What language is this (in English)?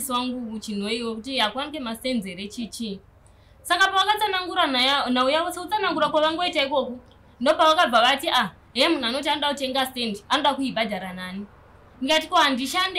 Shona